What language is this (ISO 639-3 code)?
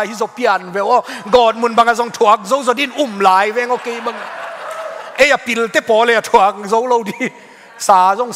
ctd